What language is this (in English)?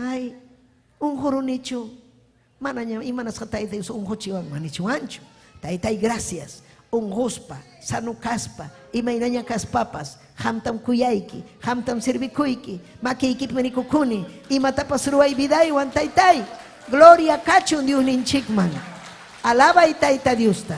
Ayacucho Quechua